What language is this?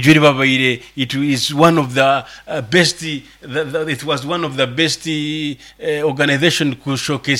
Nyoro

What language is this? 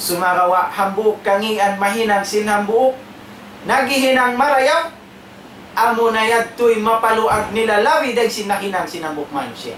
Tausug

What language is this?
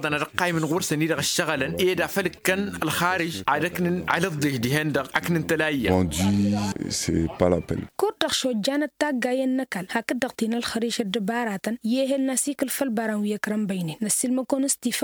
Tamasheq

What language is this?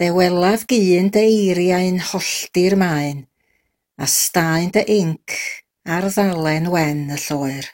Welsh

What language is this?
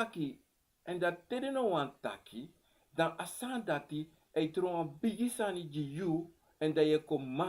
Sranan Tongo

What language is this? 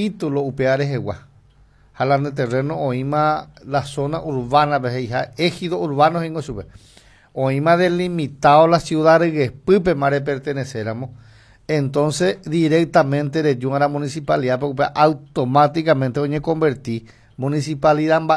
Guarani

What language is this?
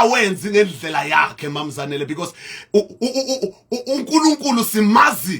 Zulu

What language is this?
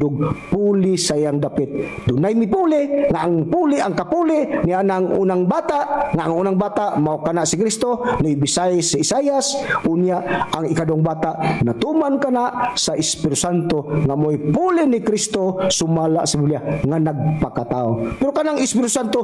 Cebuano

